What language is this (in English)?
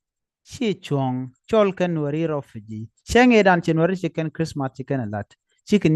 Nuer